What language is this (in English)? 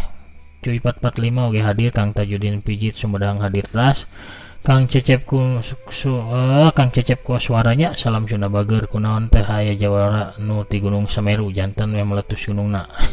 Sundanese